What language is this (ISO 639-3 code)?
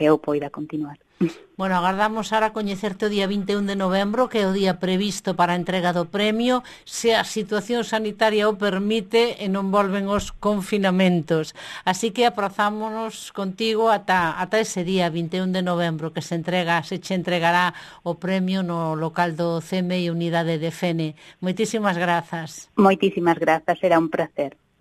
glg